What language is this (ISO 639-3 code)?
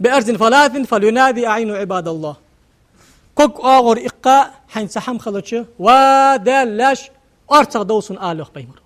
inh